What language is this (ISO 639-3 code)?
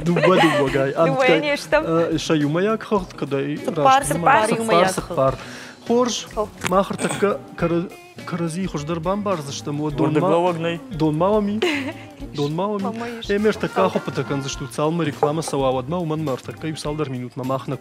oss